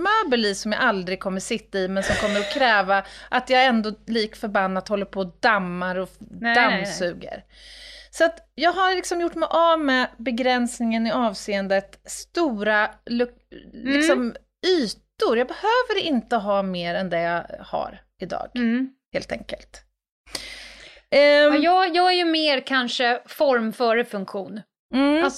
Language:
Swedish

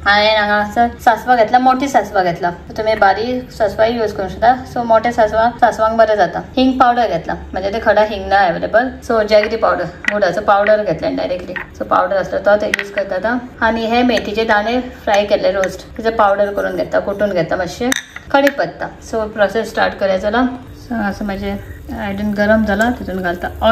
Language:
Konkani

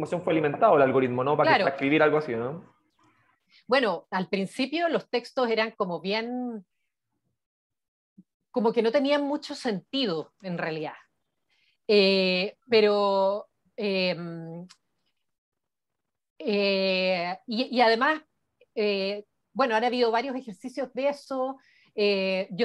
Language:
Spanish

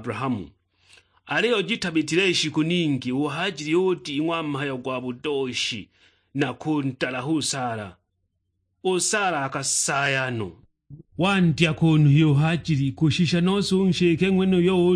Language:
Sukuma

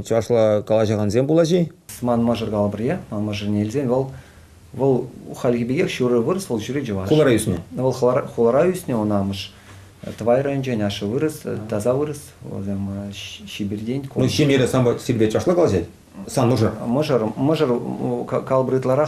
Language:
Chuvash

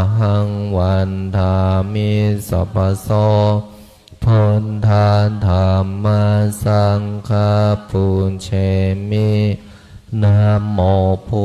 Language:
Pali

